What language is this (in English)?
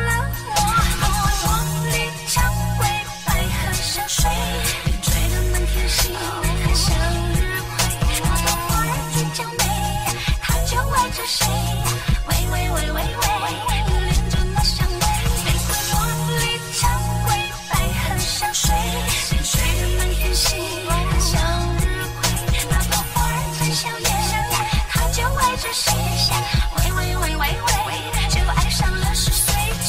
Chinese